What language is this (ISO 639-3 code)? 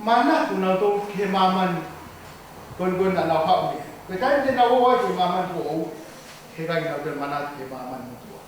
ton